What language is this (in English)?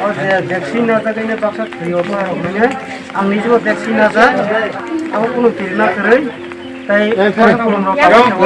Kok Borok